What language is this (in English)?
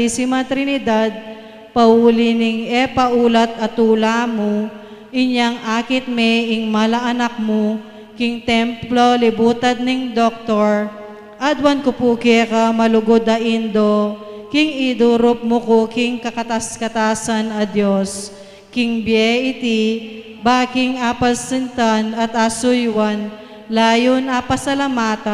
Pampanga